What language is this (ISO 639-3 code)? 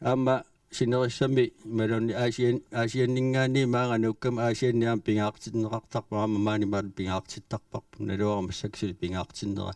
kal